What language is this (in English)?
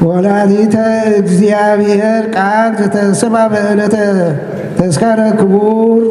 Geez